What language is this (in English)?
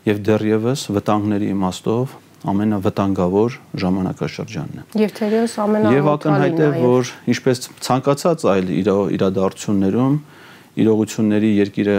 Armenian